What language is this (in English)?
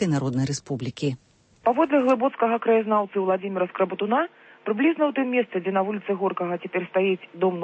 Belarusian